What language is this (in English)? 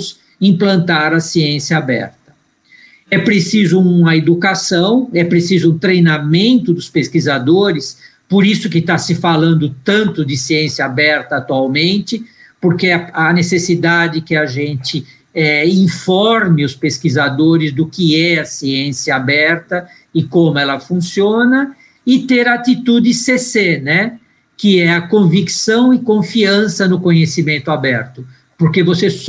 Portuguese